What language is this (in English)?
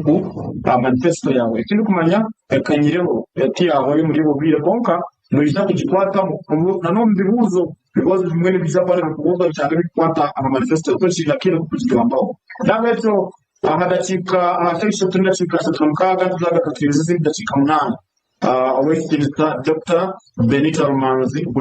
Nyankole